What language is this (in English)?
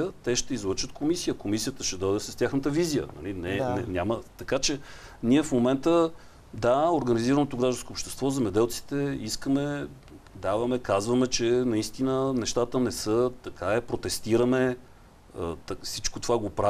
Bulgarian